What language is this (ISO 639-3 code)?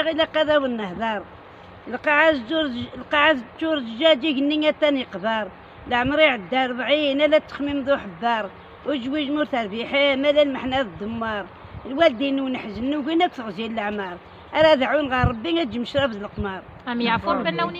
kab